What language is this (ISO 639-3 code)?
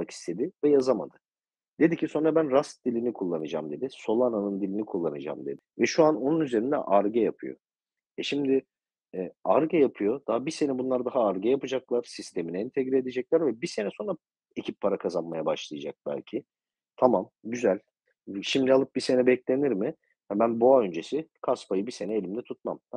tur